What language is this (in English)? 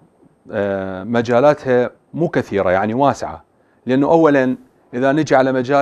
Mesopotamian Arabic